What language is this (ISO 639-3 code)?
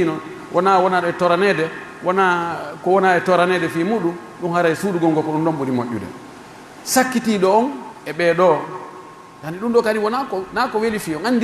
fuf